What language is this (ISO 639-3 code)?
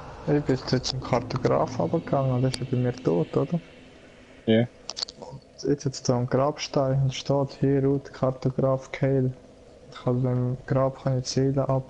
gsw